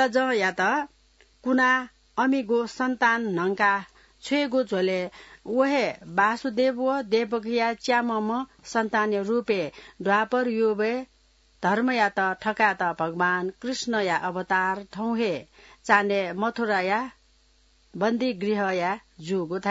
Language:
Newari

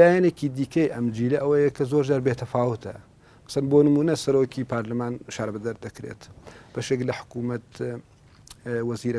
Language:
Central Kurdish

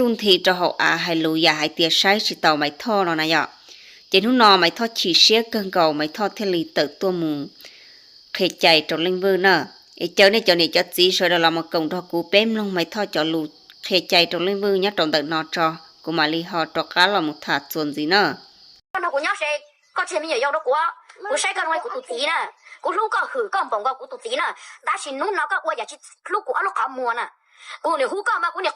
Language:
Hmong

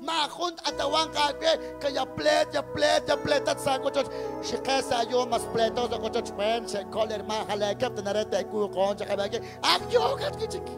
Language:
Kekchí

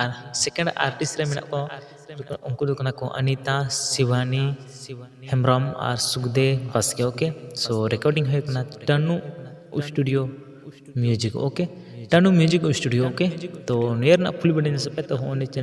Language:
Santali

